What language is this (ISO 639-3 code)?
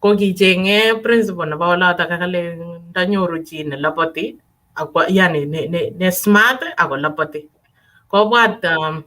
kln